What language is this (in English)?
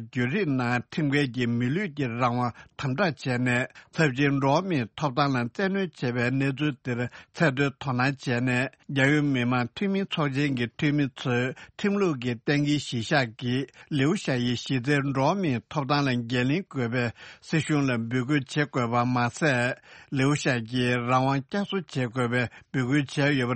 Tibetan